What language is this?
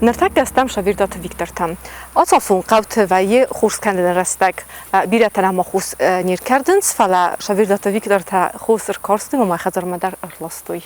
Ossetic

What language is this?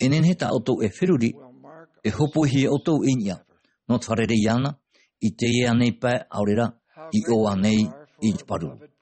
Tahitian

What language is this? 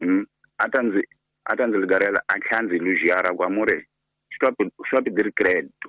Tsonga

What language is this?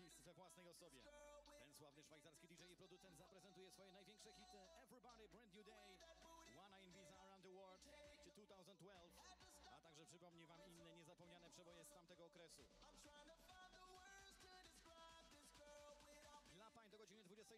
Polish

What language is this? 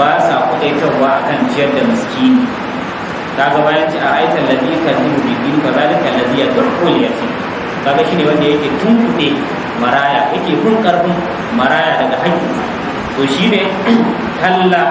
Hausa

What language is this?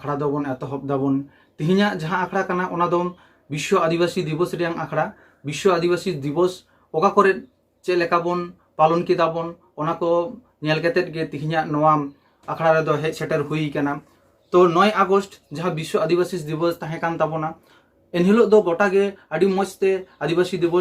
Santali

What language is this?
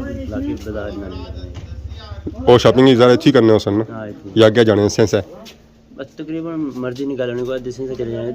Pahari-Potwari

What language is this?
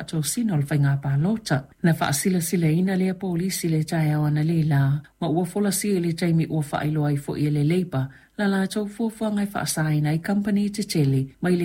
Samoan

